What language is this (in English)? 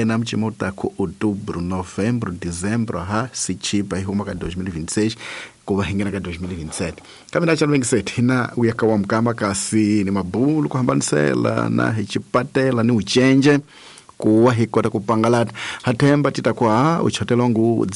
Tsonga